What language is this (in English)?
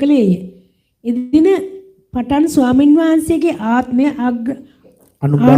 Sinhala